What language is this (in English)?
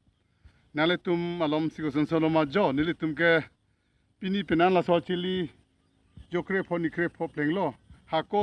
Karbi